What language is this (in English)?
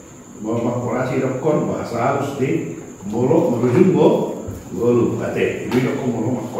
Batak Toba